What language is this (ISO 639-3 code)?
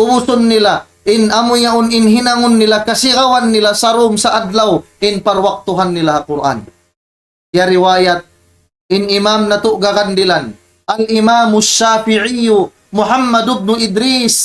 tsg